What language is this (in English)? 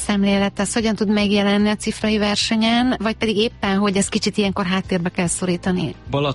Hungarian